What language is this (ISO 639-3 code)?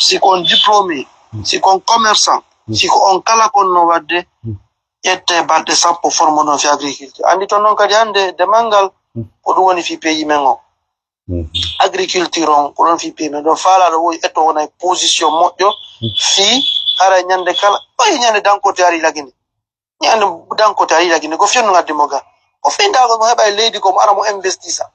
ful